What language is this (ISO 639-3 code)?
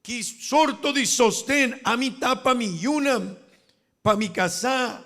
pap